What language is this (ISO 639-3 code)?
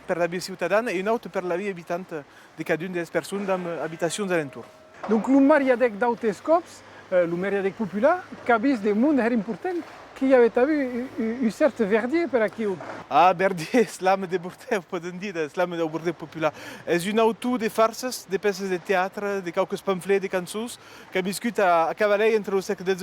oci